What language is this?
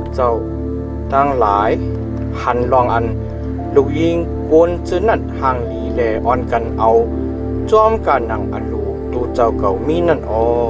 Shan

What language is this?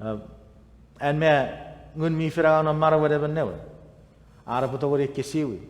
Chuukese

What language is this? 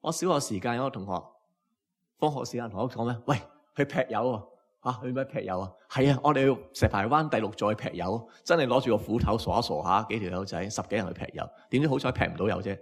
Cantonese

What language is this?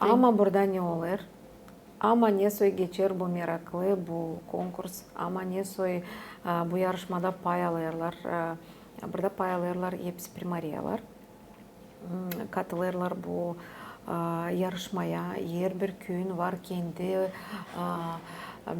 Gagauz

